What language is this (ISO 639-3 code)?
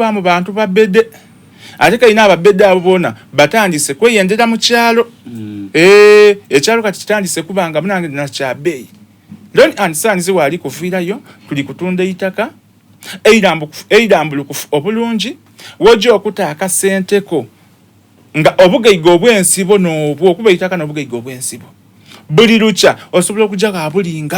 xog